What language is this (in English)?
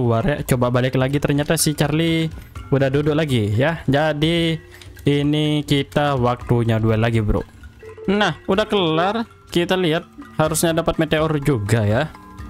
Indonesian